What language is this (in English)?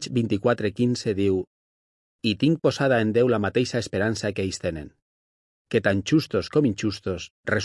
Catalan